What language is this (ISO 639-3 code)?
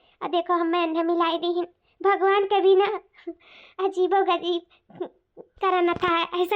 awa